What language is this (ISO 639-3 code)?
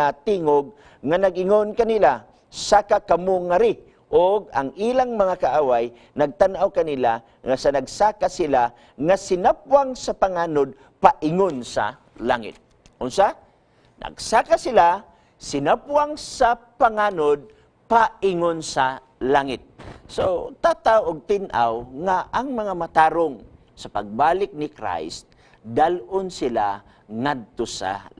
ceb